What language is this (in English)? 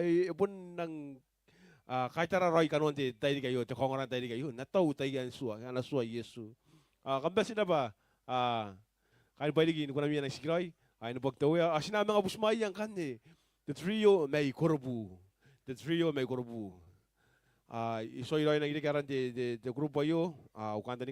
Gilbertese